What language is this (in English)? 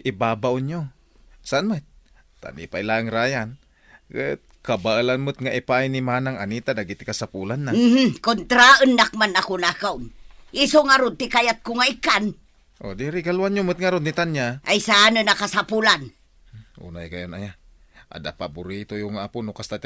Iloko